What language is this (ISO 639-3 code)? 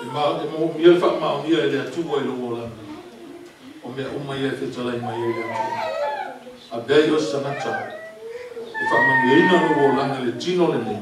smo